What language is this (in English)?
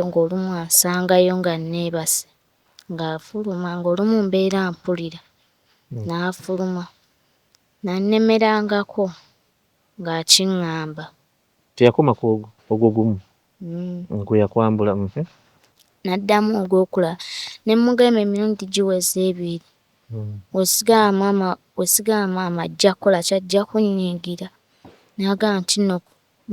Ganda